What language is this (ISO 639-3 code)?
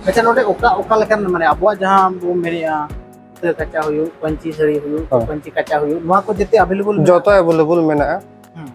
sat